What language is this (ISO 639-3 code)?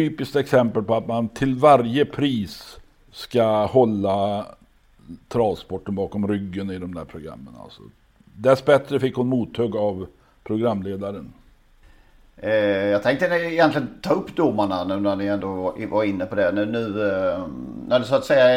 swe